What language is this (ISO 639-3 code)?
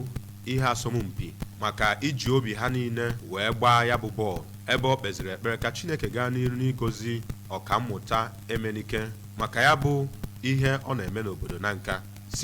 ibo